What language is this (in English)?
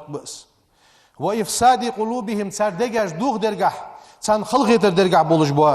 Ingush